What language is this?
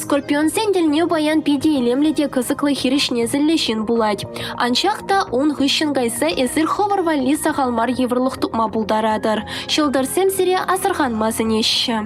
Chuvash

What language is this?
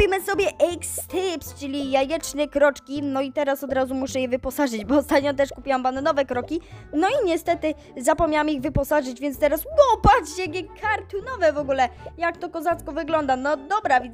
Polish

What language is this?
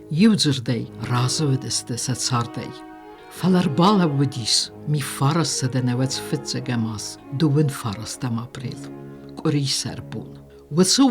Ossetic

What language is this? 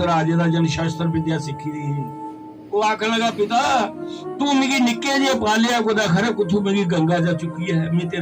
Dogri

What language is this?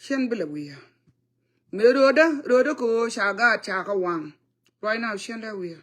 Nuer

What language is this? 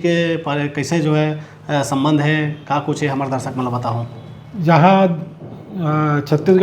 Chhattisgarhi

